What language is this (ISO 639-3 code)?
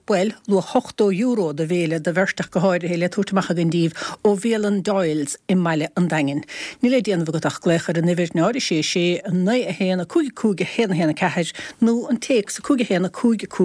gle